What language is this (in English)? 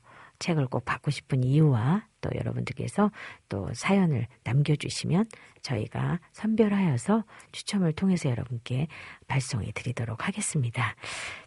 Korean